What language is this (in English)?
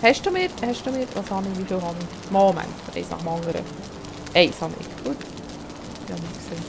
Swiss German